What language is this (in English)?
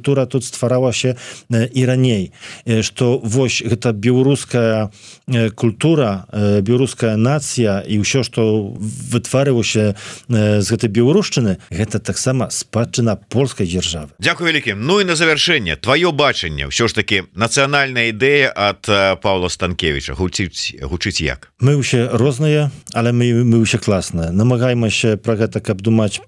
Belarusian